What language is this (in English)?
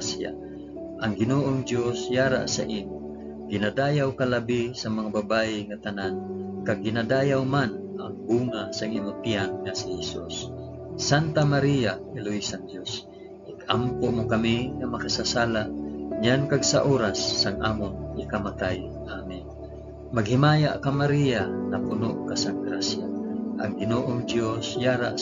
Hiligaynon